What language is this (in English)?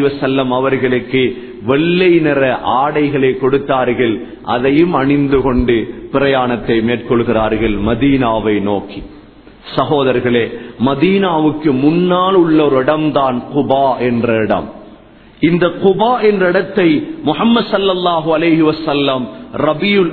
Tamil